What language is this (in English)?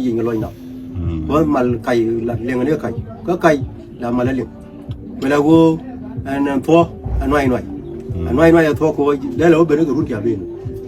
Nuer